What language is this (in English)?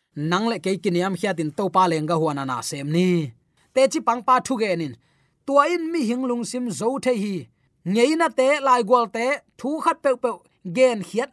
Tedim Chin